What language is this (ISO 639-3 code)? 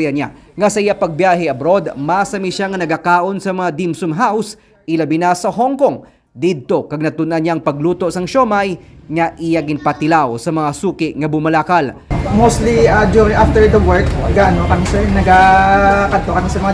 hil